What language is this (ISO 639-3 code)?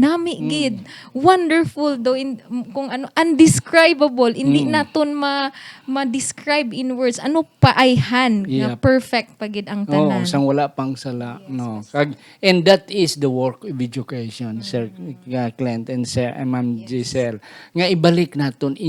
hil